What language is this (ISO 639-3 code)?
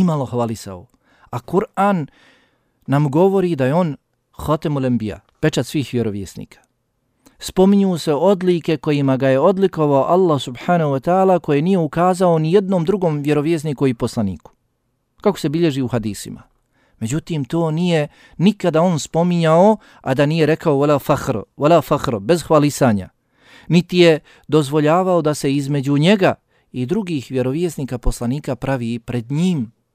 bos